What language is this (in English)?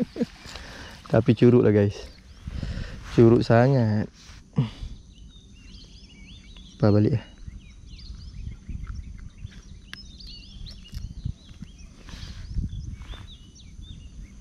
Malay